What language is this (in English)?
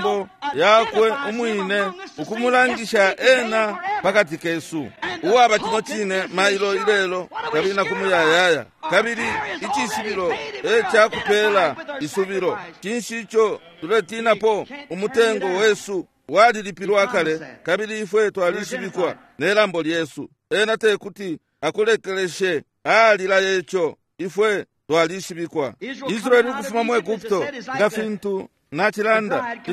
Bemba